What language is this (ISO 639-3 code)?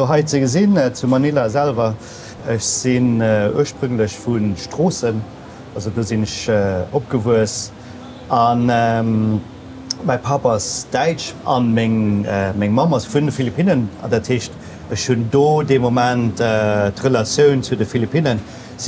ltz